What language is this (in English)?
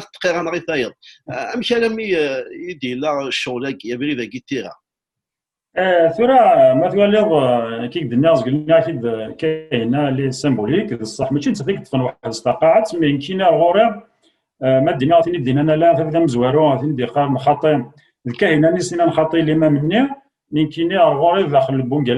Kabyle